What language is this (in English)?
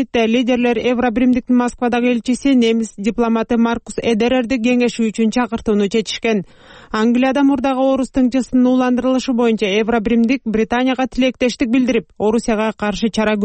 Kyrgyz